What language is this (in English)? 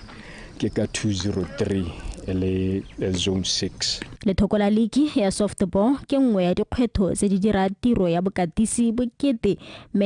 Tswana